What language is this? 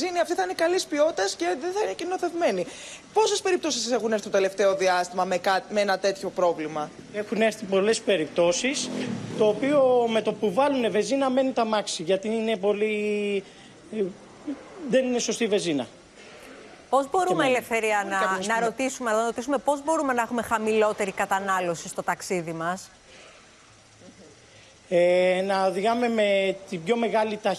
Greek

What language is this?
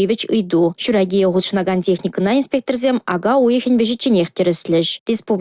Chuvash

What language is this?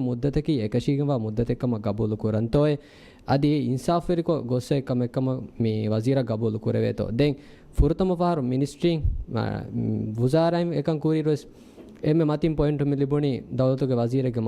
Divehi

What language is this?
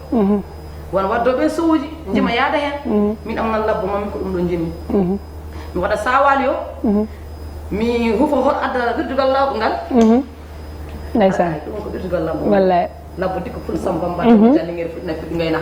Fula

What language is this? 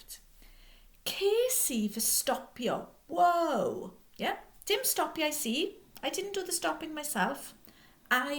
Welsh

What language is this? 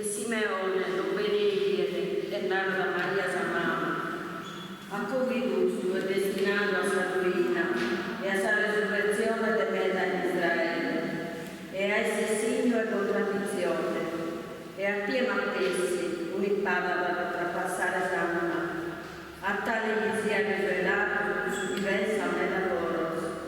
Sardinian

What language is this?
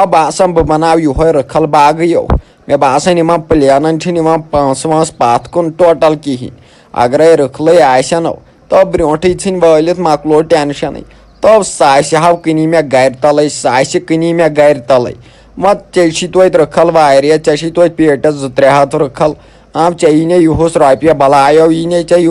Kashmiri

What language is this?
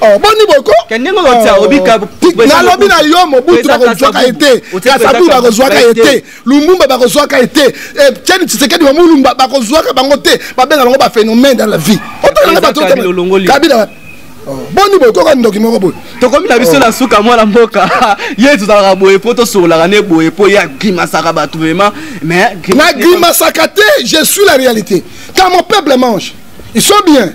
Lingala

